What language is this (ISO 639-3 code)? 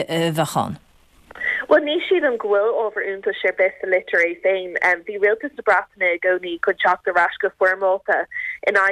gle